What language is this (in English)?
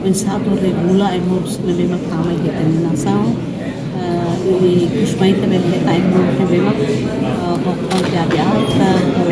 Tetum